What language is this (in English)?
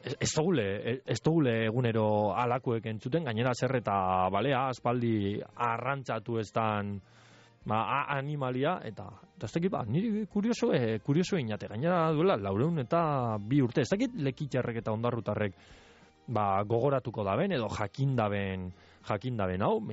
Basque